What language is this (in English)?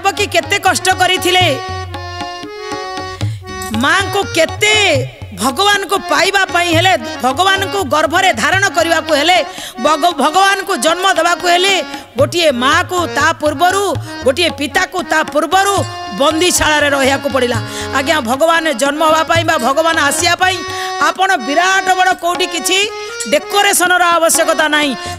Odia